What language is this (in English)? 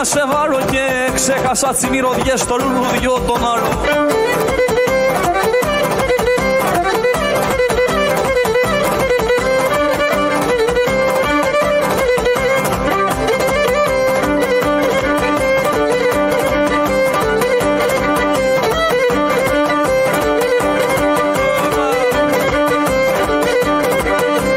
Greek